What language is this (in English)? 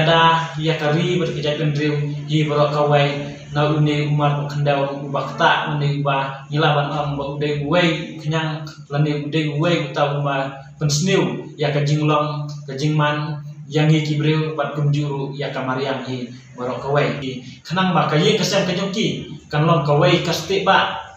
Khasi